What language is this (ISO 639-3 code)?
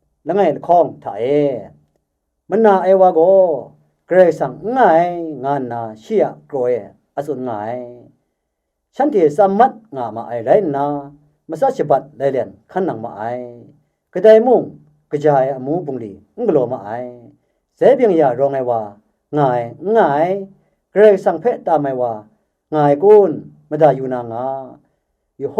kac